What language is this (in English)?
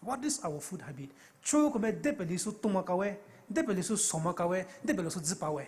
Poumei Naga